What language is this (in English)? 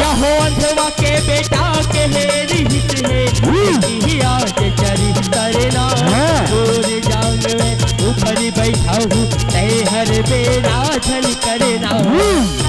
Chhattisgarhi